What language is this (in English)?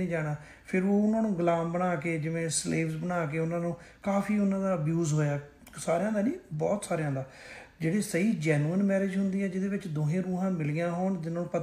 Punjabi